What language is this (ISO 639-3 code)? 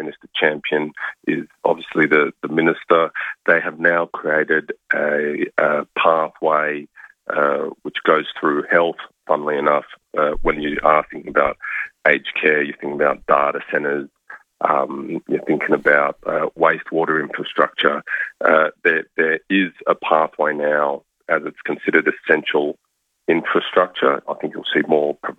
eng